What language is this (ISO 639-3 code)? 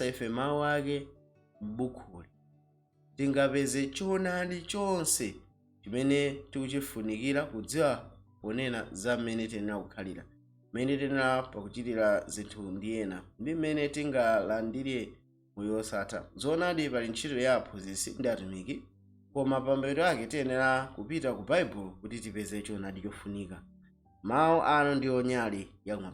nya